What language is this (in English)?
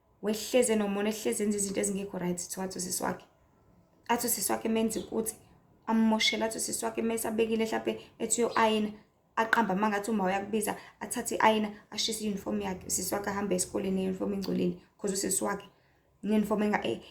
Zulu